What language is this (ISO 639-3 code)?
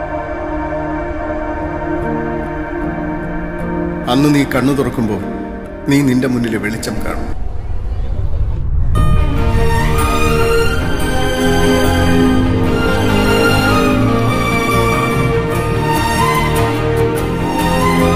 mal